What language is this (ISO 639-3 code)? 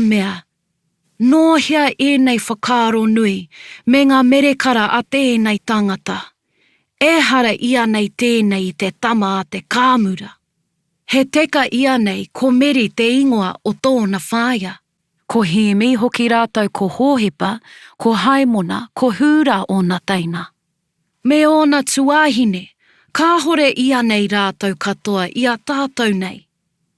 mri